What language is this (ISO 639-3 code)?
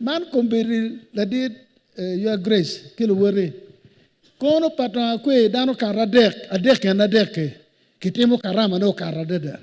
ach